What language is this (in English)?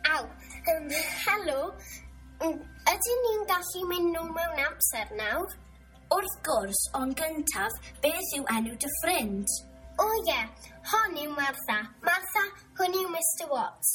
Welsh